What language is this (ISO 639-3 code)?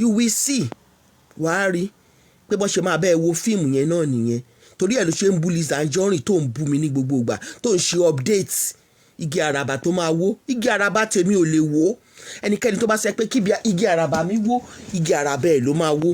yor